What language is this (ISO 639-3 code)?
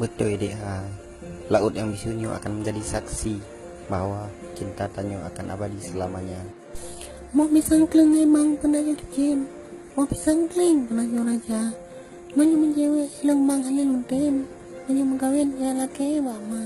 ace